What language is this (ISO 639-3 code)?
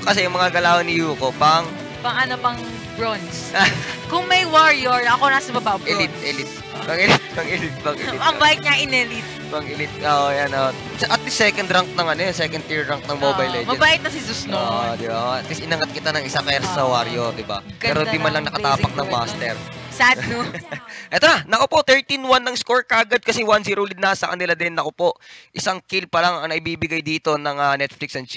fil